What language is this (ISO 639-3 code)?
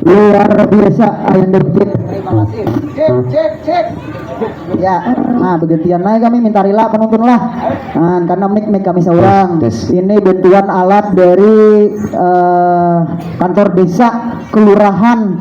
bjn